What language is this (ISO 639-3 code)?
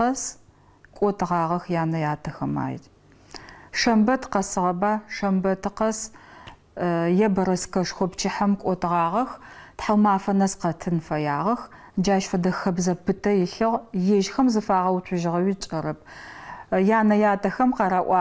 ady